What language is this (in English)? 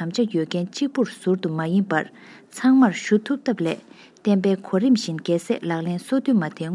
Tibetan